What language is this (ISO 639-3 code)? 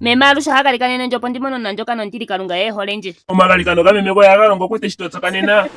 ndo